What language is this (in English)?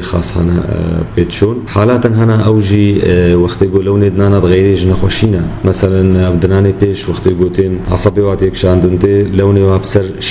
Kurdish